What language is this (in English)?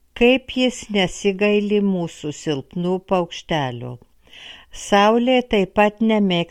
Lithuanian